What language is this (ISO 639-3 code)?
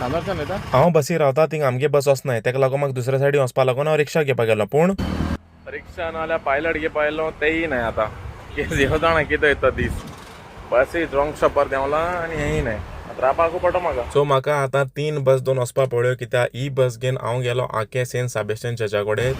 kok